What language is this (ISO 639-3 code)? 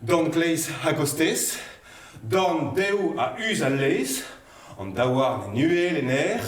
bre